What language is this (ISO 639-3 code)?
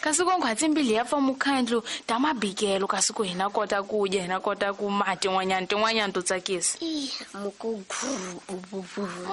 tso